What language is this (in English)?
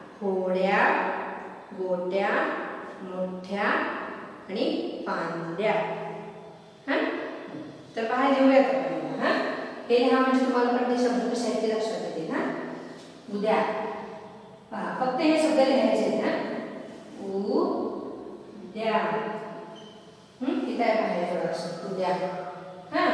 Marathi